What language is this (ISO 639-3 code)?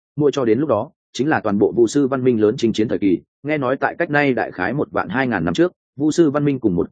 vie